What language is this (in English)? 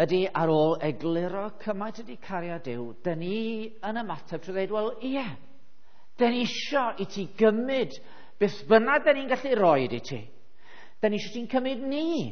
Welsh